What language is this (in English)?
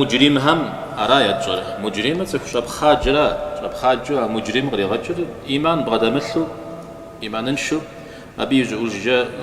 Kabardian